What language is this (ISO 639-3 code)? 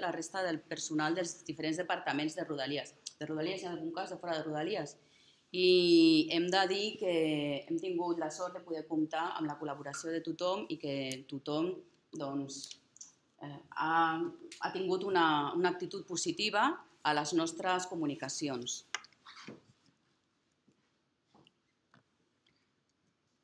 cat